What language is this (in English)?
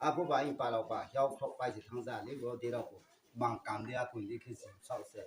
Riang (India)